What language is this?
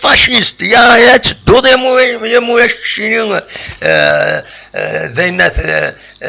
Kabyle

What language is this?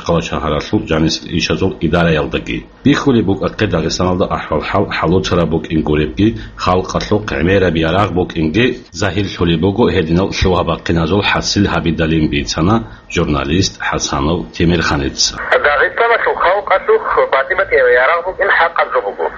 Avaric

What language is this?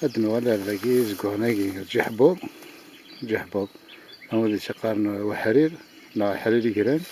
Kabyle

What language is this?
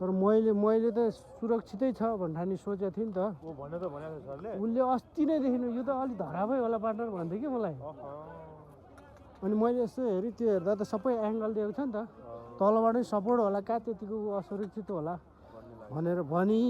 Nepali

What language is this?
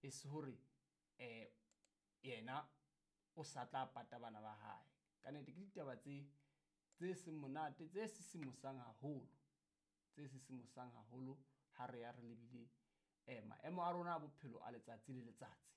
Southern Sotho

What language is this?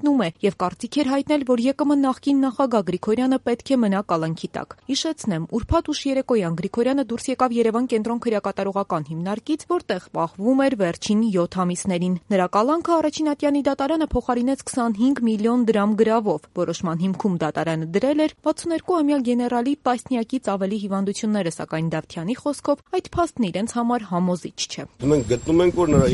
Armenian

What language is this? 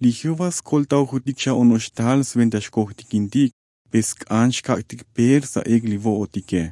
Tzotzil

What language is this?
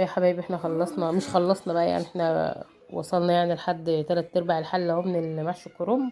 Egyptian Arabic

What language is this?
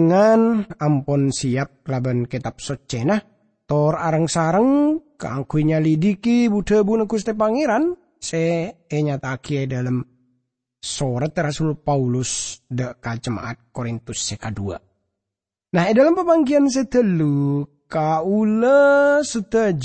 Madurese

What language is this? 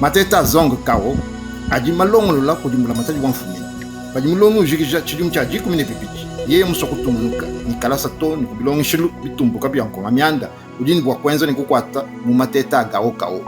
Luba-Lulua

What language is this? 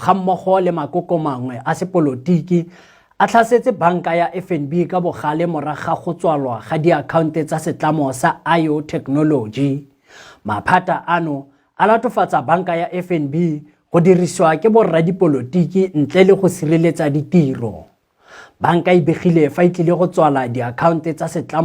Tswana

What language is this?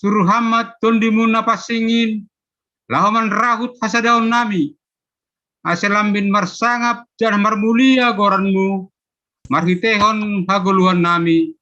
Batak Simalungun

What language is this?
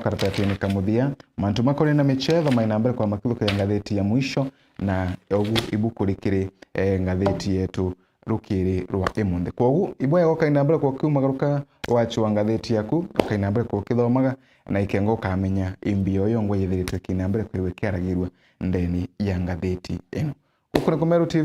Meru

